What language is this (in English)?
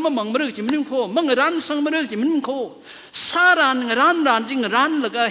Tangkhul Naga (India)